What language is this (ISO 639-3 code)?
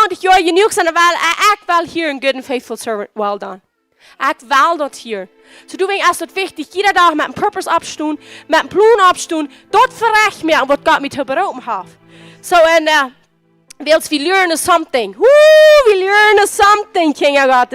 pdt